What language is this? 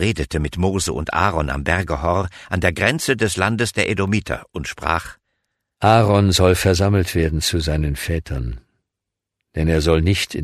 German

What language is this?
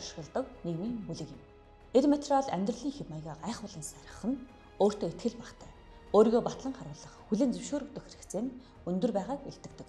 Mongolian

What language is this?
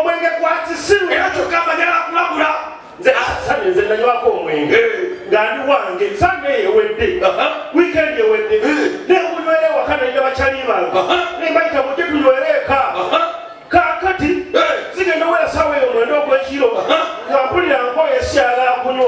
Ganda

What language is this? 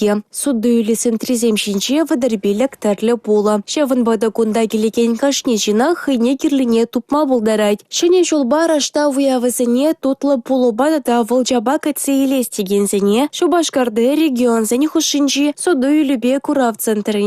Chuvash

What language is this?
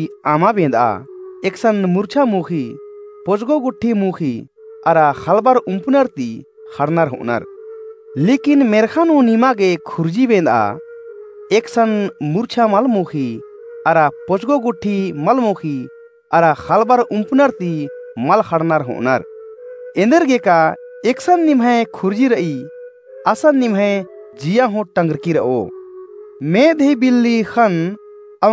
Kurukh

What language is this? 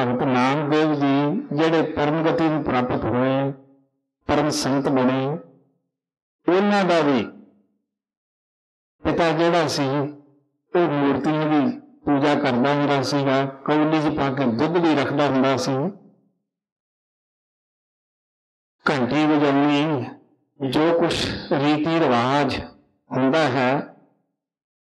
Punjabi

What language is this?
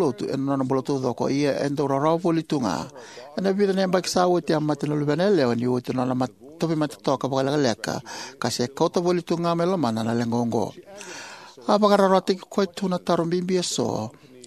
Fijian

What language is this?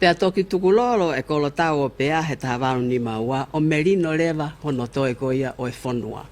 Tongan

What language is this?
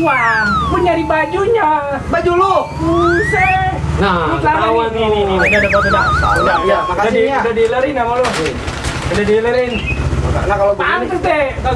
Betawi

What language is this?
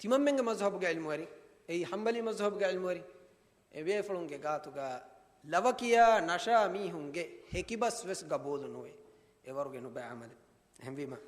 Divehi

